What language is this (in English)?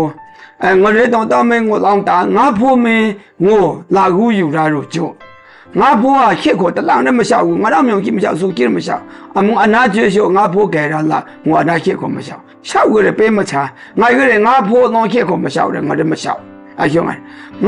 Maru